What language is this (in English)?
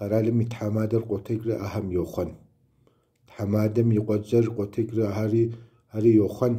Kabardian